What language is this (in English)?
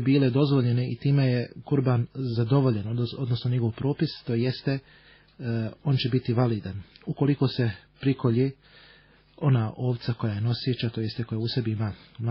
Bosnian